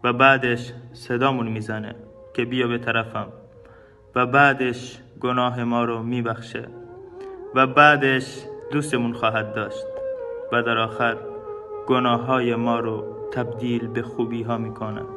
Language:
Tajik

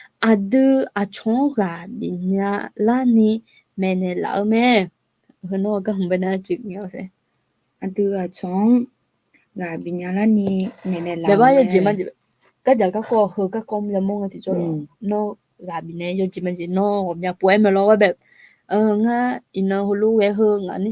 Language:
Akha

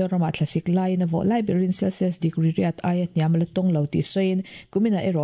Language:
Mizo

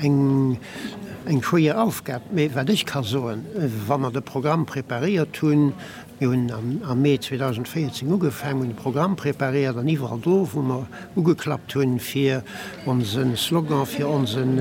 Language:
Luxembourgish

